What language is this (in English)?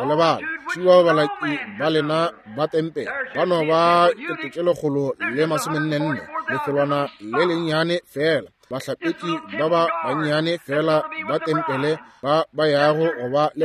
Northern Sotho